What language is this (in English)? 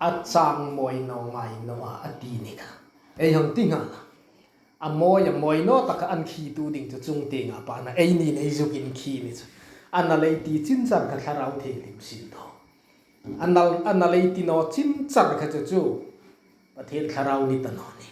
Hmar